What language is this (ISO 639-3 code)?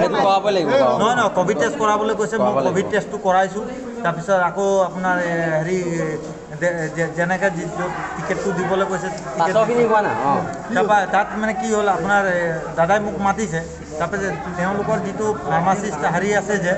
asm